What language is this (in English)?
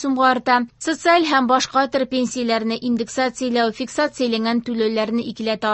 Tatar